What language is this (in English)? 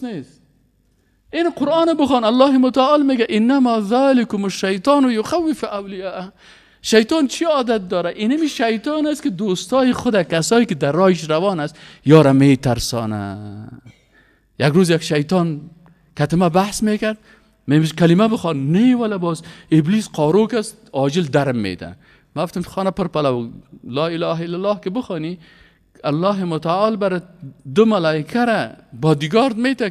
Persian